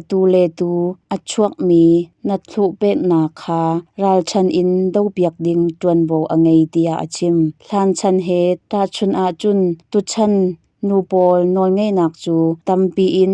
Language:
Hakha Chin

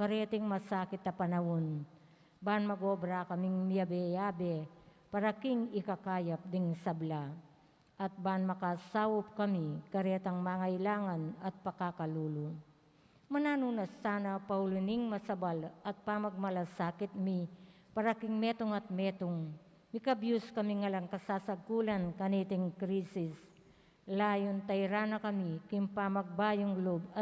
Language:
Pampanga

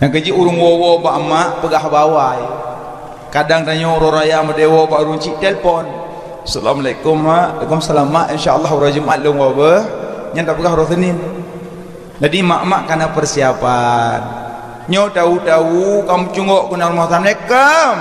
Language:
Achinese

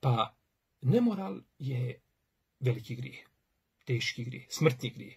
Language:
Bosnian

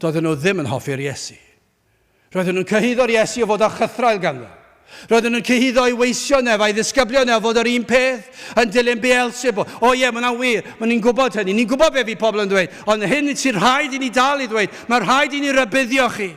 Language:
Welsh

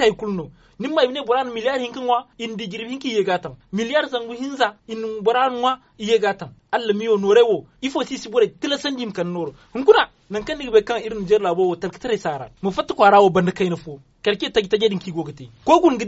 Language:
Zarma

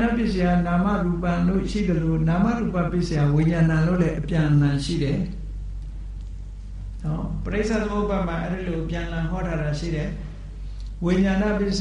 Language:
Burmese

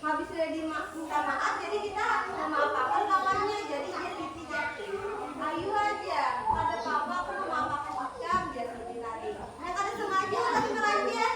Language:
Banjar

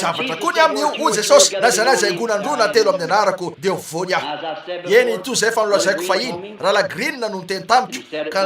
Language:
Malagasy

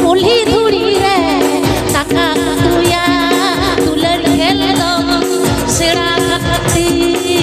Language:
Santali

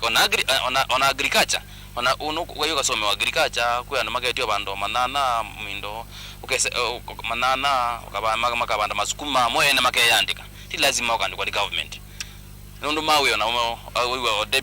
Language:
Kamba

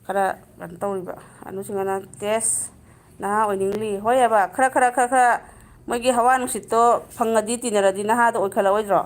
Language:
Manipuri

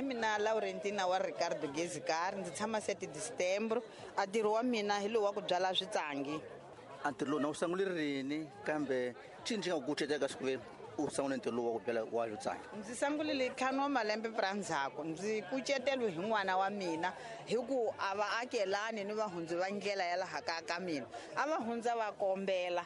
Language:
Tsonga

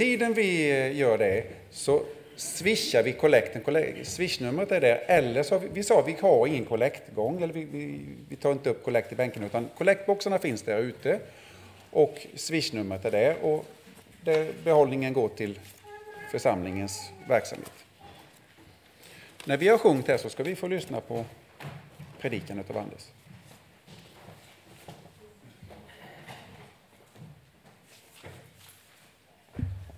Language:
Swedish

